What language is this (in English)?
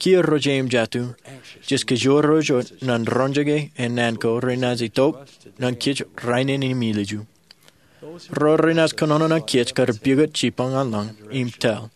Marshallese